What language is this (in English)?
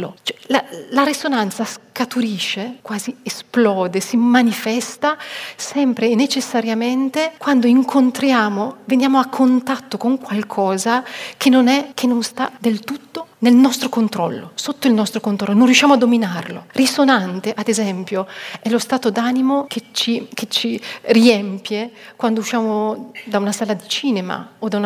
Italian